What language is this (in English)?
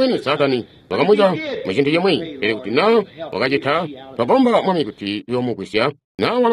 Tonga (Zambia)